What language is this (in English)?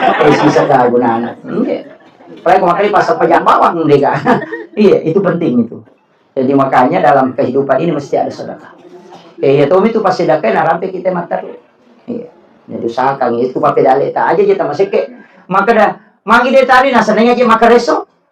Buginese